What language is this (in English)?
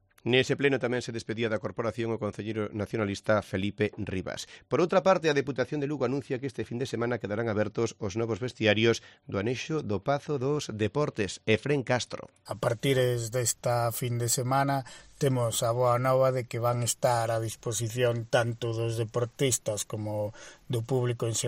Galician